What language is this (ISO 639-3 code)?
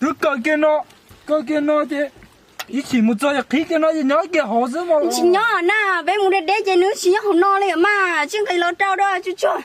hmn